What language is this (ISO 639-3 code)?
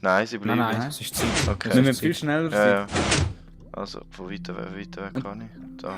gsw